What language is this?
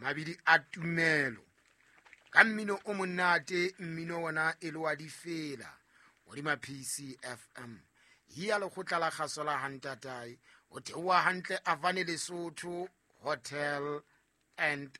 Southern Sotho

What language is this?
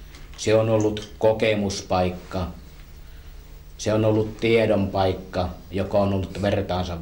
Finnish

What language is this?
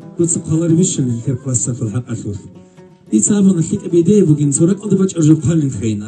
Avaric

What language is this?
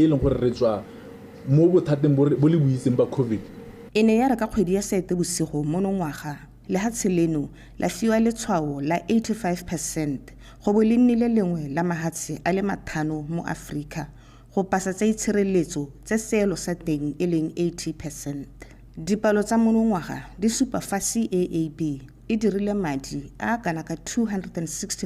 Tswana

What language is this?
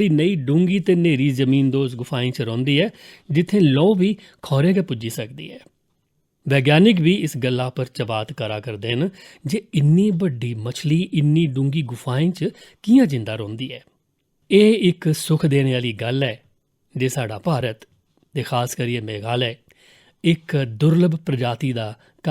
Dogri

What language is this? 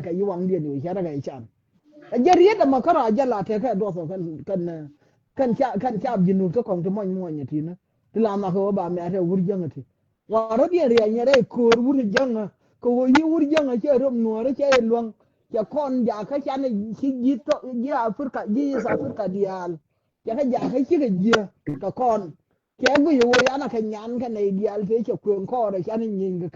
Nuer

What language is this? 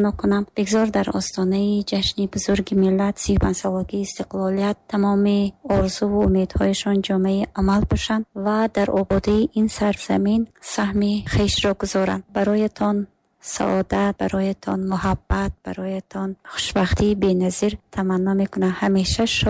Tajik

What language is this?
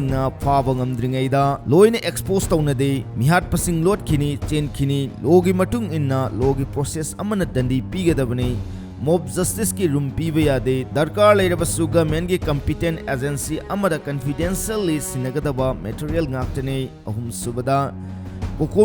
Manipuri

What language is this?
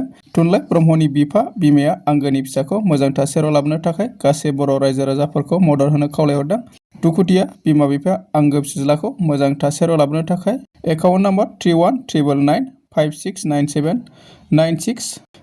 Bodo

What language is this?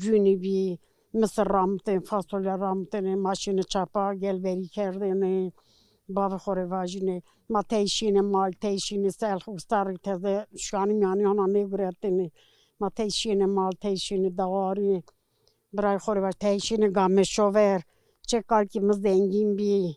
Zaza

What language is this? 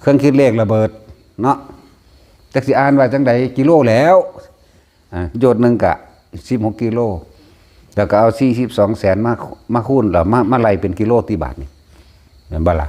Northeastern Thai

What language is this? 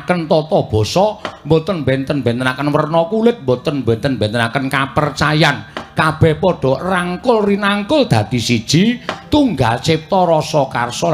Javanese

